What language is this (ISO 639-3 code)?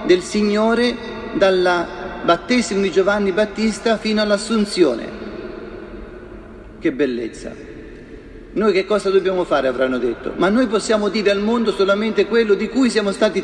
ita